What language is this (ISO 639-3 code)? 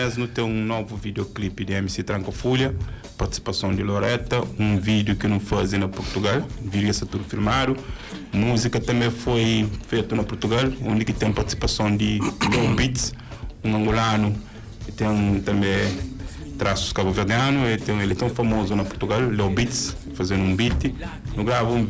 kea